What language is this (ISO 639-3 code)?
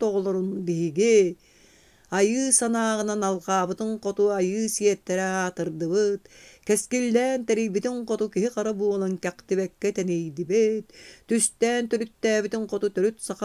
sah